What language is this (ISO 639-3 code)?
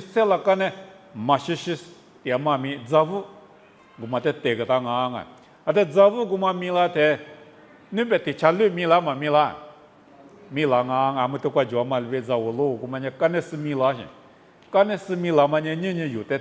lis